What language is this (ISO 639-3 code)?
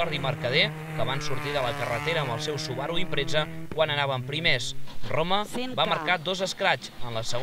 cat